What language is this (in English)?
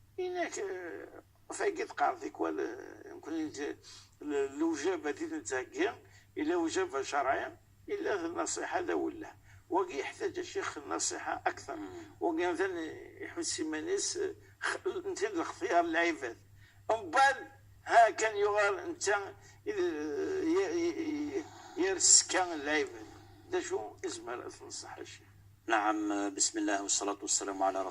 Kabyle